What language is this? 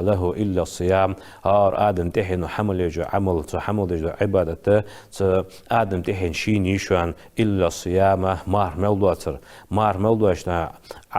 Ingush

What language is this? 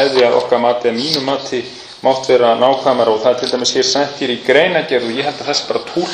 Icelandic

